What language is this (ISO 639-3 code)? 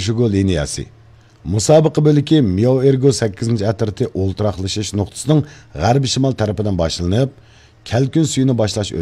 uig